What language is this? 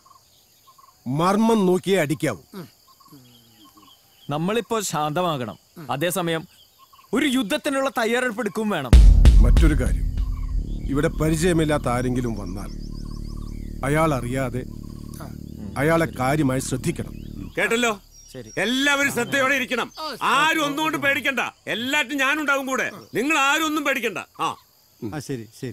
Malayalam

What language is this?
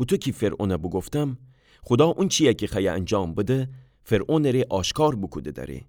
Gilaki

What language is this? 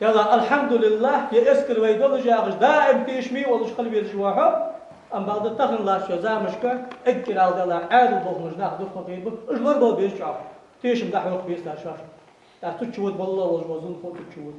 Ingush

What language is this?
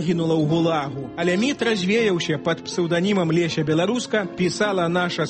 Belarusian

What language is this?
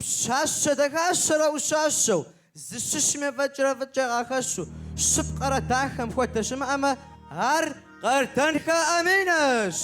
Kabardian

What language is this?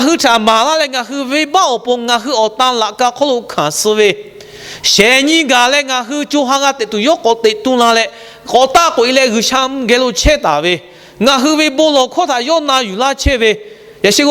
Lahu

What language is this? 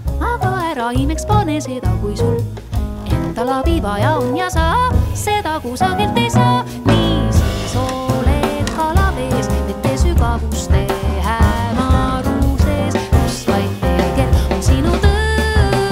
Estonian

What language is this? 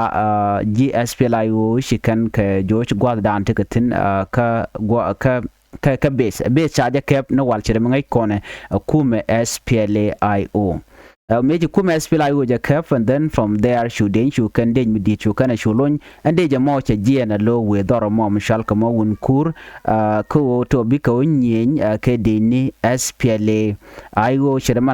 Nuer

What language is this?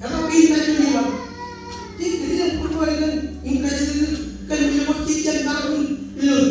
Marshallese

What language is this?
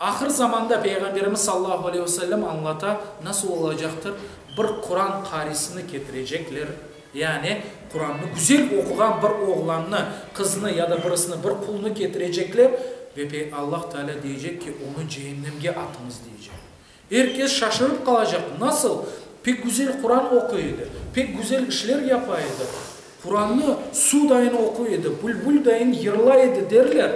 Crimean Tatar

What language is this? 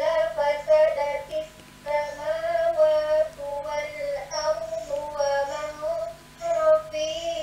Indonesian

